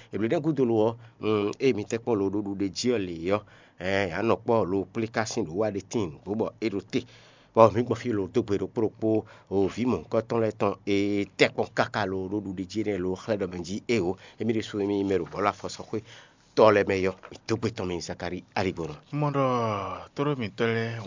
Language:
Fon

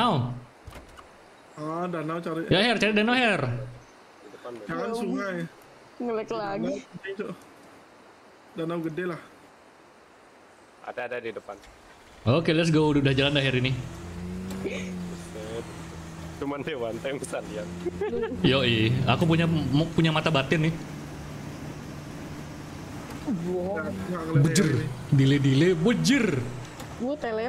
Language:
Indonesian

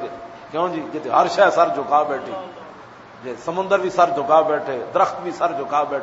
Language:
Western Panjabi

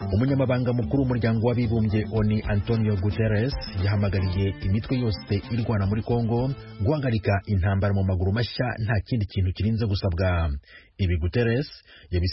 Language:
Kinyarwanda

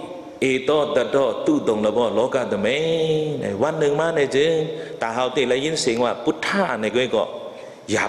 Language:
Shan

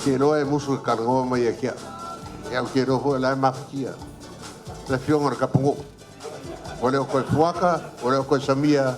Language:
Samoan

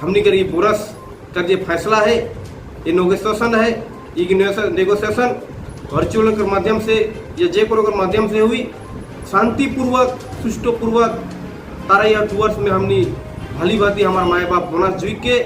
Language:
Sadri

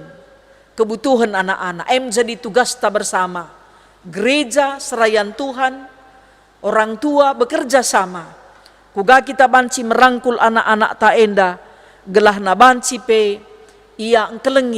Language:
Batak Karo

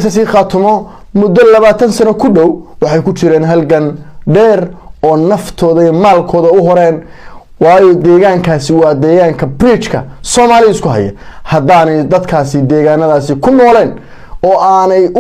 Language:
Somali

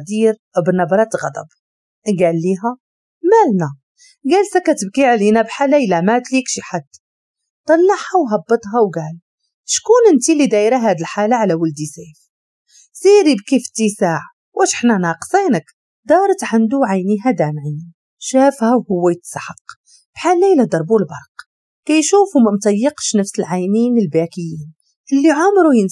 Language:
Moroccan Arabic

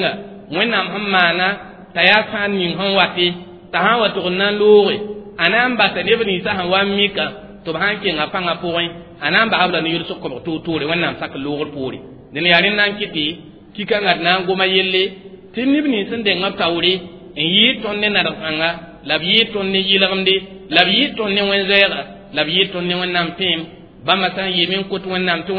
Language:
Mossi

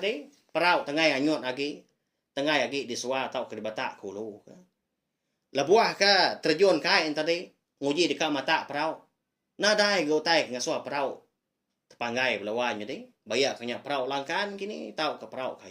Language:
Iban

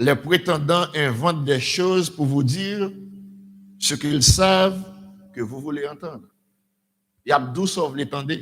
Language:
Haitian Creole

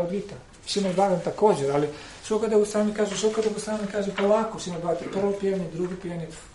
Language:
Croatian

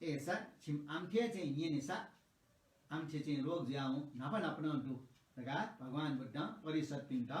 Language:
Newari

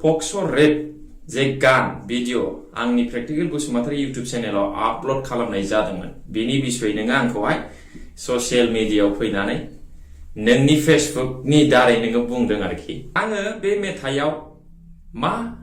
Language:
Bodo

